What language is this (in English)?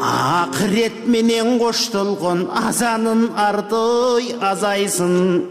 Kyrgyz